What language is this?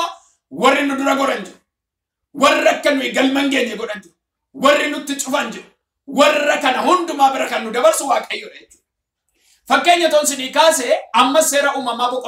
Oromo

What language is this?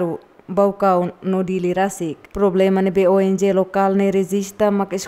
Tetum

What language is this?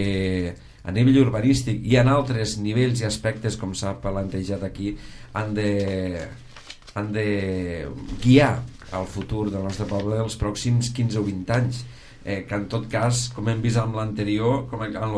Catalan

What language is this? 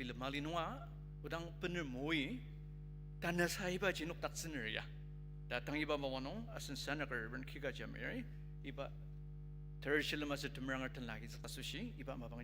Ao Naga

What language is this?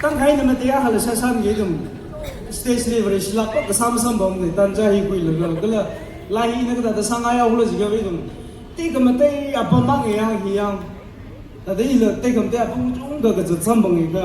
Tangkhul Naga (India)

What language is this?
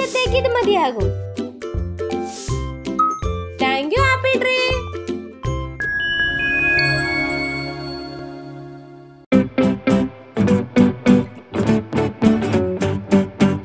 Malayalam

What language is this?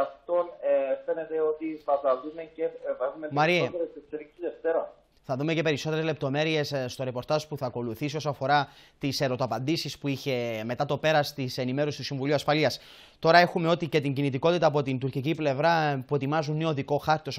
Greek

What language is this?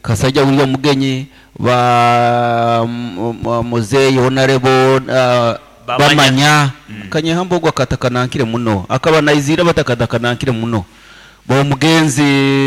Nyoro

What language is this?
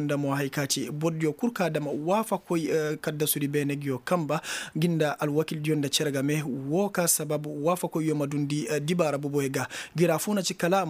Koyraboro Senni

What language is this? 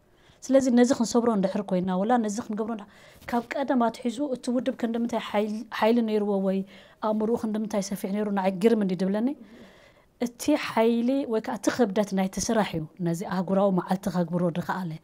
Tigrinya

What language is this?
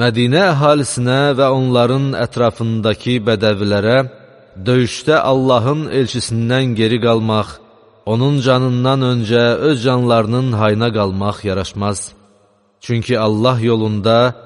Azerbaijani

